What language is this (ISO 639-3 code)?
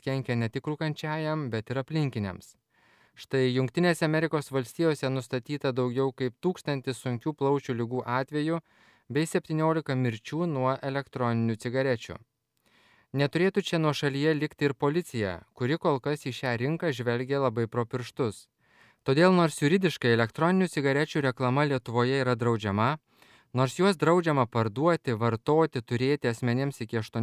lit